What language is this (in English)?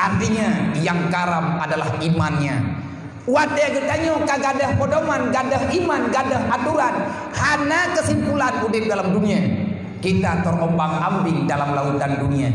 Achinese